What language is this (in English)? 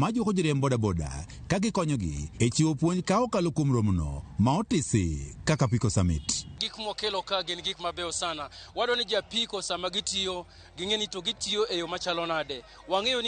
Luo (Kenya and Tanzania)